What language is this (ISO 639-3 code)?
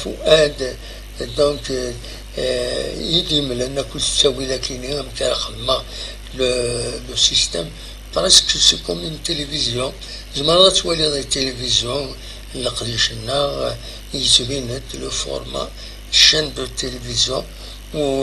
kab